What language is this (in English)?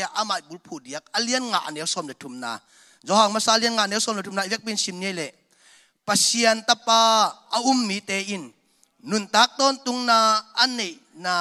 Tedim Chin